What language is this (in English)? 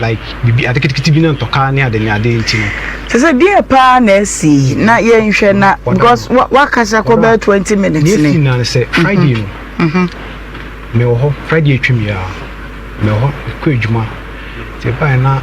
Akan